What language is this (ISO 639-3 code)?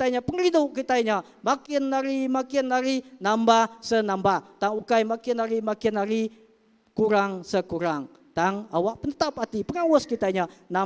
iba